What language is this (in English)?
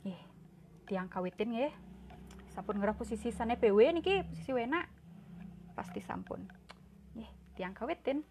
Balinese